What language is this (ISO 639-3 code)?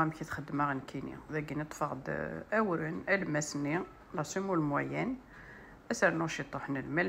kab